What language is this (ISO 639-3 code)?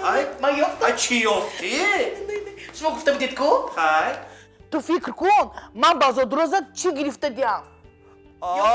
tgk